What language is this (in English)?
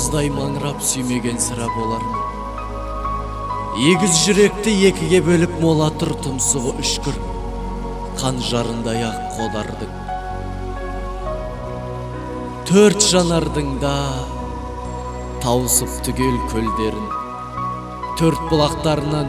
Kazakh